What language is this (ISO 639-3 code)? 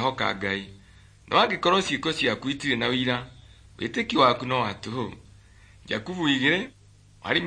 kik